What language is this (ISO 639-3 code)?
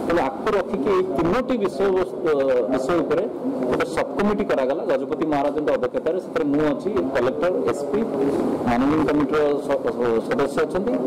ori